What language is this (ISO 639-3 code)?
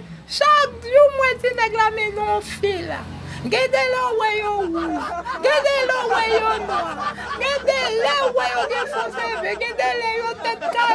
hat